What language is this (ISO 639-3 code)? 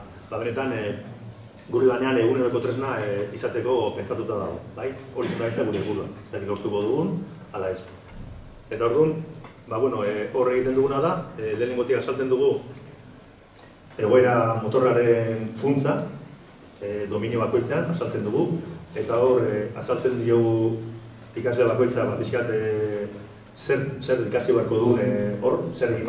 eus